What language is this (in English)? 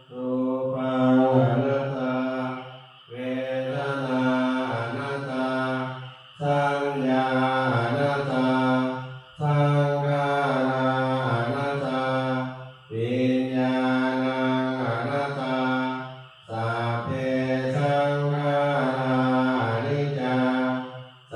Pali